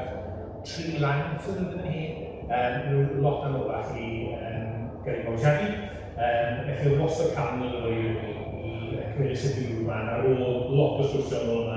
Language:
Welsh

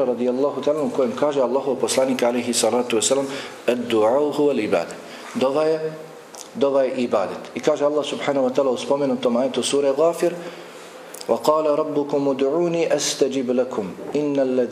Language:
Bosnian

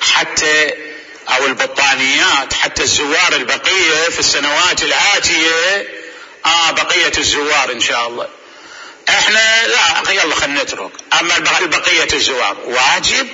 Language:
Mesopotamian Arabic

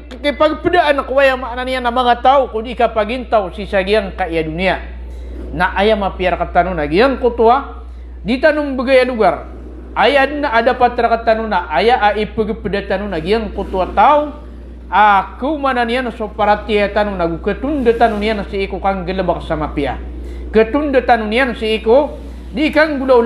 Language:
Maranao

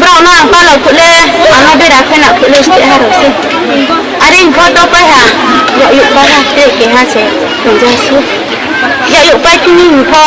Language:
Riang (India)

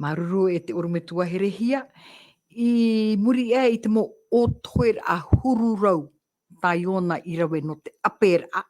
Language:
Tahitian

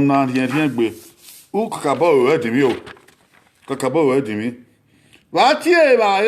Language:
Bini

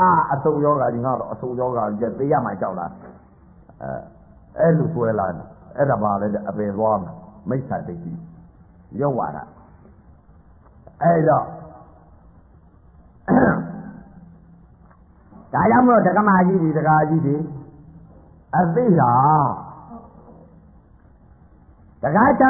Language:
Burmese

